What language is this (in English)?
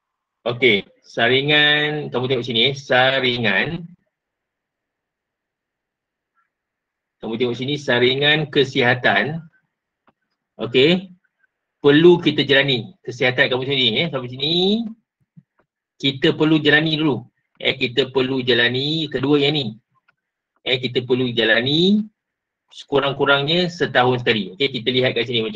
Malay